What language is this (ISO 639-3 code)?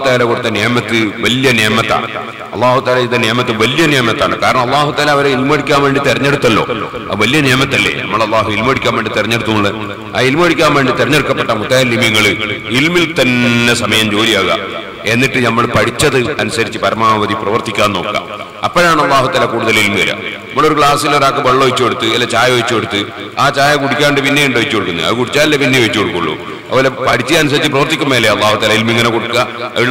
mal